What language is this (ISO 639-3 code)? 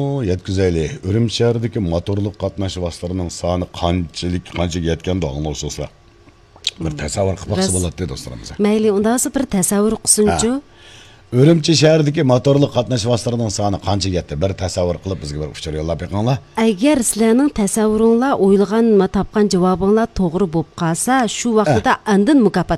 uig